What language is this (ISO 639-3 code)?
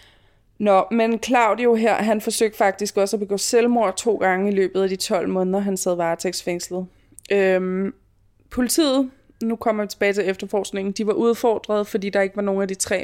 dan